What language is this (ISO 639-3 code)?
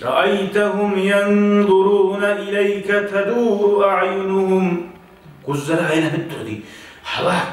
kum